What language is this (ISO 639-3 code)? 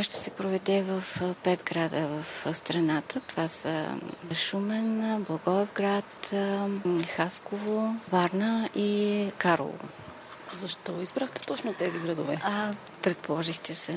bul